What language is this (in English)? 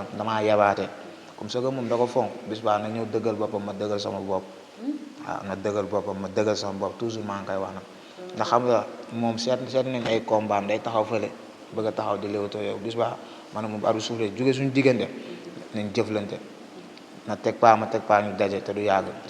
Wolof